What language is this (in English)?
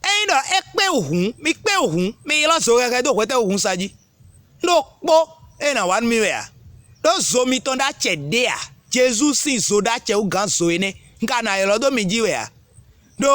Fon